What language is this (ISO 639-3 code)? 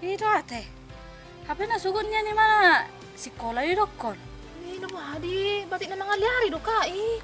bbc